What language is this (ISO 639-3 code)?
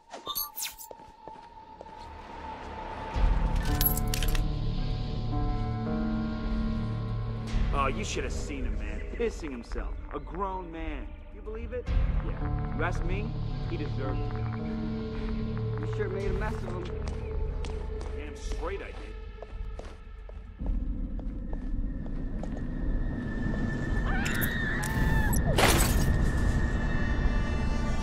eng